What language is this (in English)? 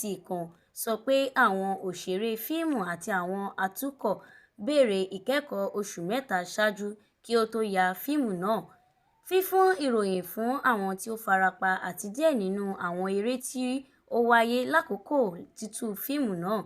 Yoruba